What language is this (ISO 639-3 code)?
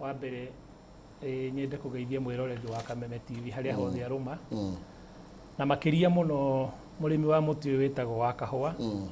kik